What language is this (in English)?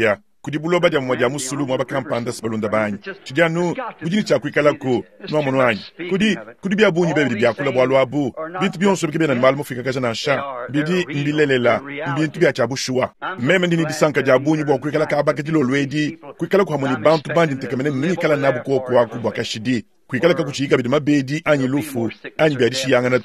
Luba-Lulua